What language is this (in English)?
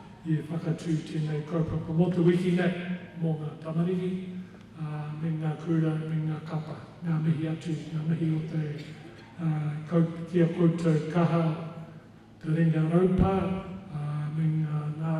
Māori